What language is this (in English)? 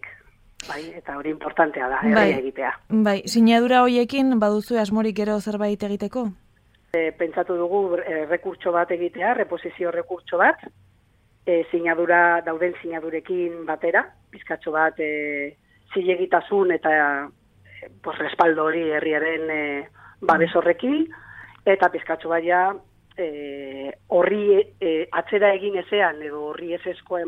Basque